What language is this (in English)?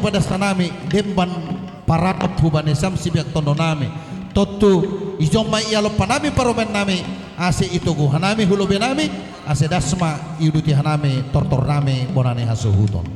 Batak Simalungun